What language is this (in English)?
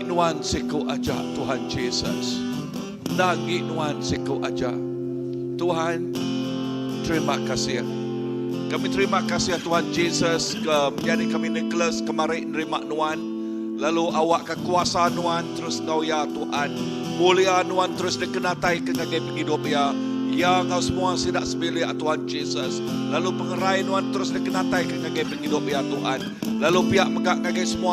Iban